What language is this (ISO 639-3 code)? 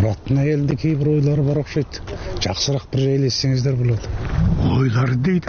kir